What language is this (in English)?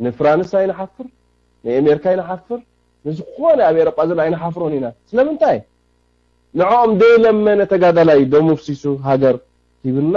Tigrinya